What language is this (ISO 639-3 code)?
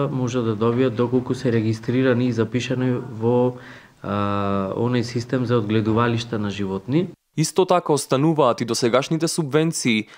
mkd